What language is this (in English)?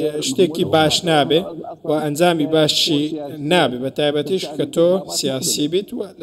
Central Kurdish